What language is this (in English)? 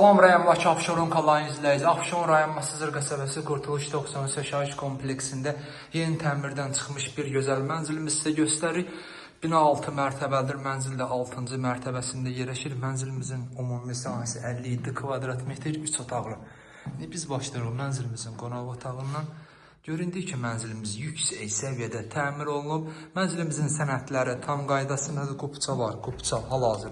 Azerbaijani